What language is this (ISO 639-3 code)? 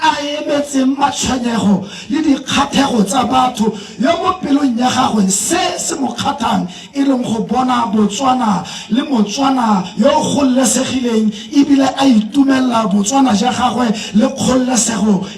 tsn